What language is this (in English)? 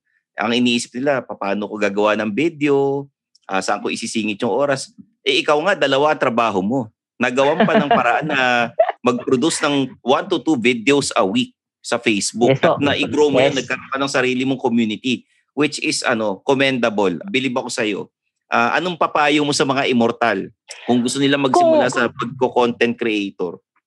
Filipino